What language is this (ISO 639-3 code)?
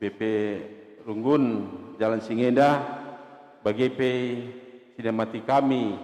btx